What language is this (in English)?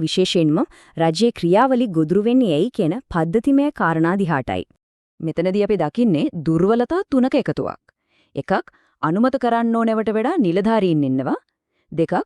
Sinhala